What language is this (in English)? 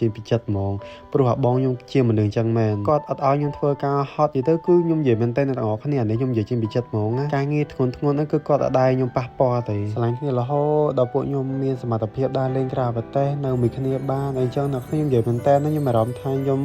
Khmer